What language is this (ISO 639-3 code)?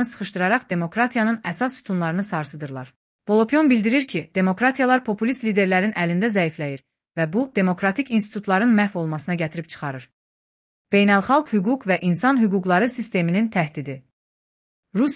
aze